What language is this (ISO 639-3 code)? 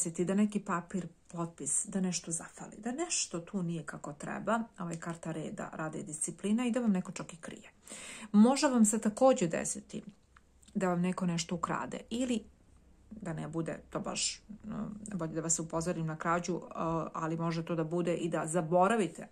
srp